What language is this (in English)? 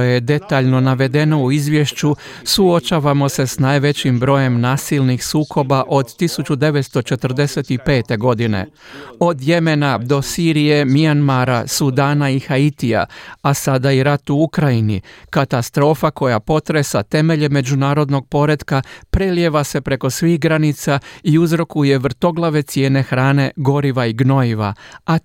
Croatian